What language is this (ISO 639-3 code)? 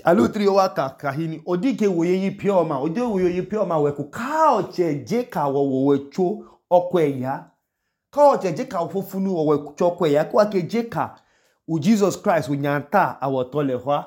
idu